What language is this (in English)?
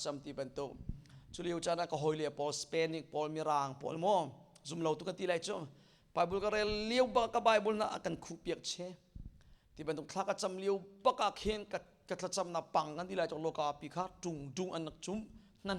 Hakha Chin